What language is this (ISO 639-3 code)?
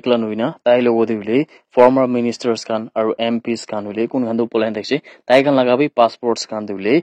nag